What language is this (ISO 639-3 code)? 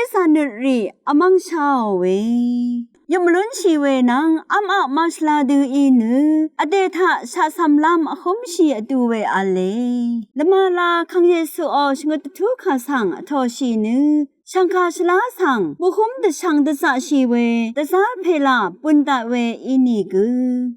raw